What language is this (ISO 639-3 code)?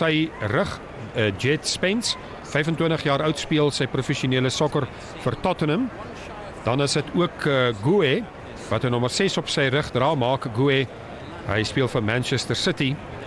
afr